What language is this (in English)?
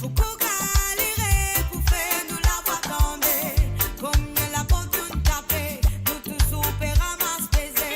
Morisyen